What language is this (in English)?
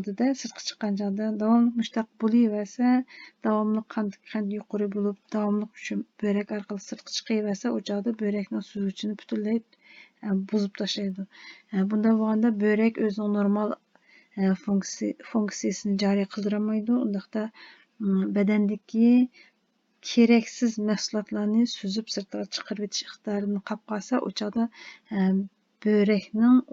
Uyghur